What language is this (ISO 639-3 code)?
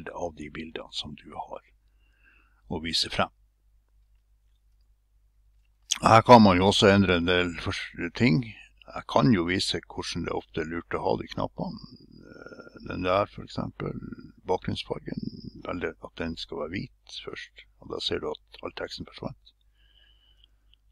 nor